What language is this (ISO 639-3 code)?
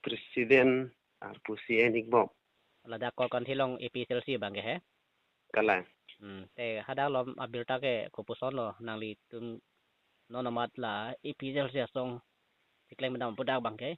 mjw